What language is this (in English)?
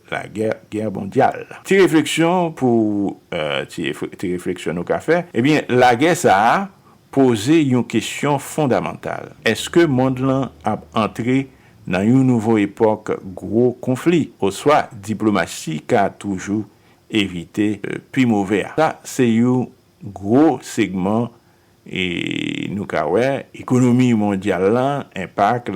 Haitian Creole